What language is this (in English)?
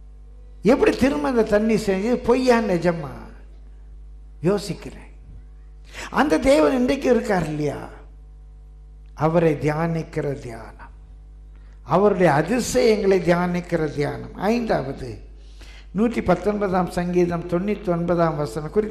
Tamil